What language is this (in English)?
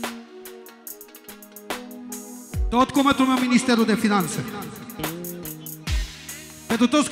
Romanian